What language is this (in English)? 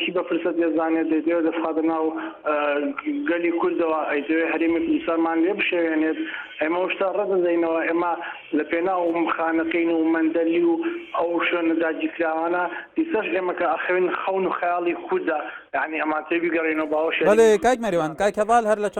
Central Kurdish